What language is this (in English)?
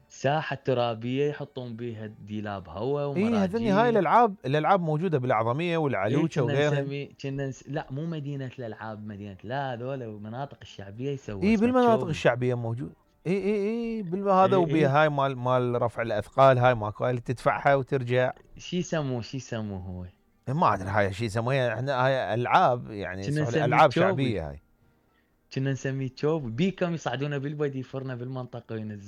Mesopotamian Arabic